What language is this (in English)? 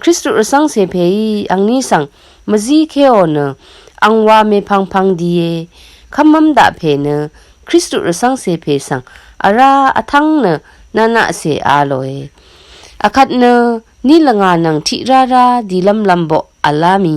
Rawang